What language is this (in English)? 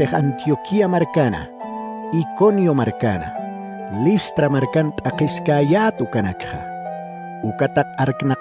Aymara